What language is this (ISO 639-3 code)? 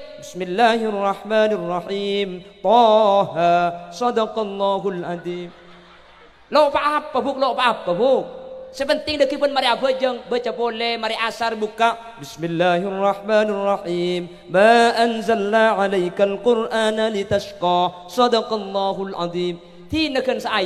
mad